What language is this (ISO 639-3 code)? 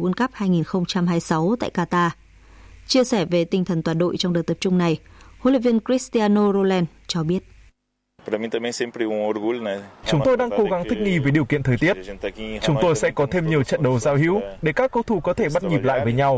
vie